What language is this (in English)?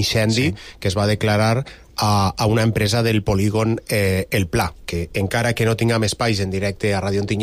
Catalan